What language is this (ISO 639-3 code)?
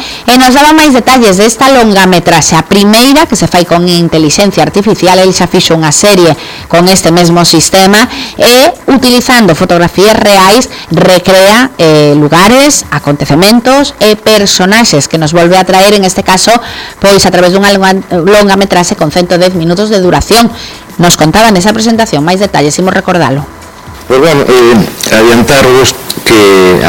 glg